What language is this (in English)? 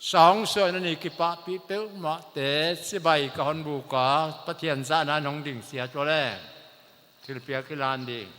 Paite Chin